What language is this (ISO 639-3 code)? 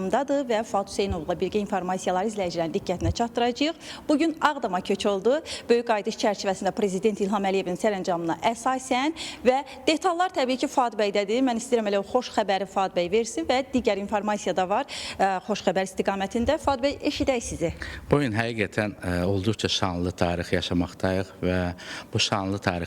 aze